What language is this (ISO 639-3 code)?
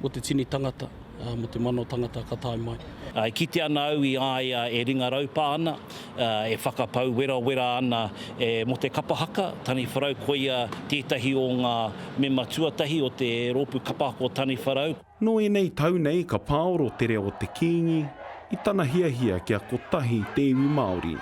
mri